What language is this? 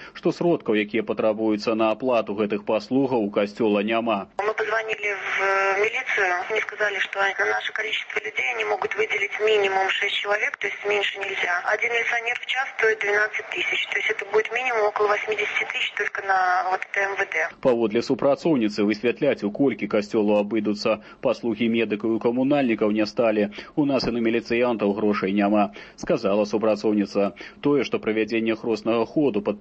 Belarusian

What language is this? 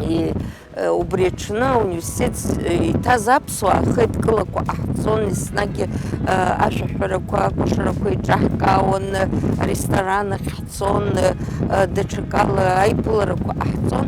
Abkhazian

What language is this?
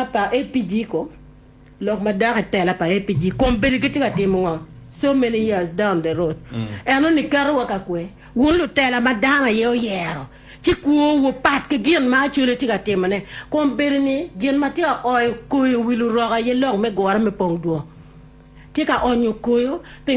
Acoli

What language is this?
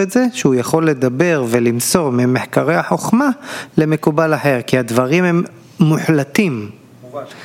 Hebrew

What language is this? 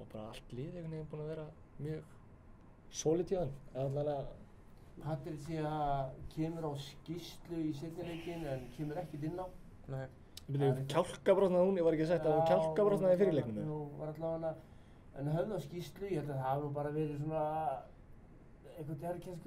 Icelandic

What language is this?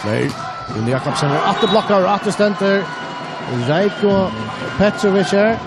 Faroese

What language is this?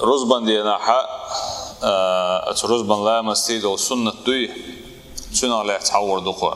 Chechen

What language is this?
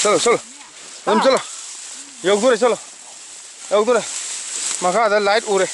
Manipuri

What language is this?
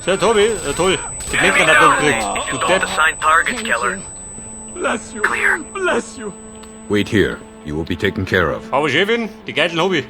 Bavarian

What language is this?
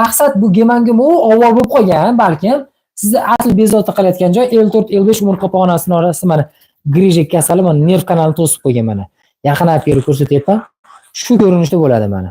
Uzbek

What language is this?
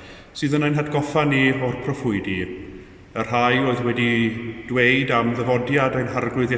Welsh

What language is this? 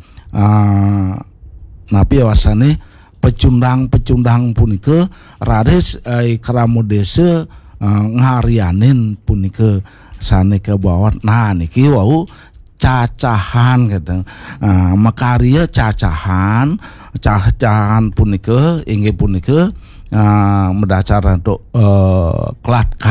Balinese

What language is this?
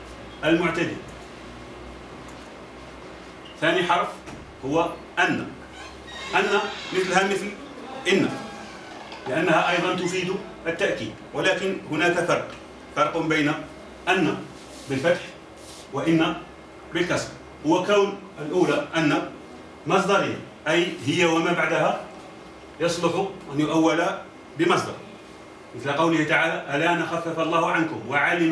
Arabic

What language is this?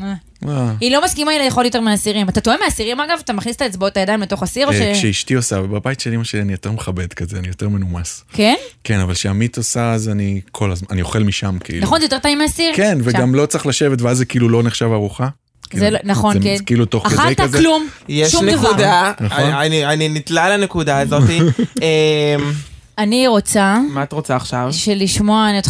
Hebrew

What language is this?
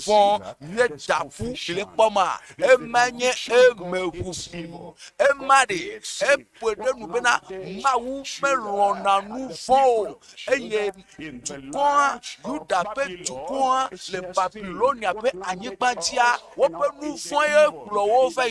Ewe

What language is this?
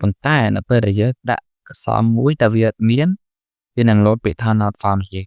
Khmer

